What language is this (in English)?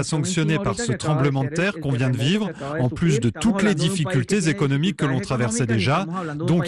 French